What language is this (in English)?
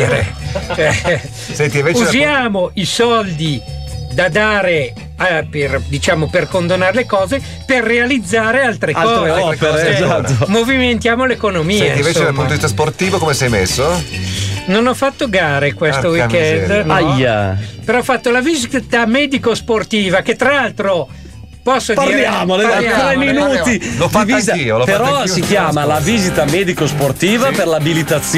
Italian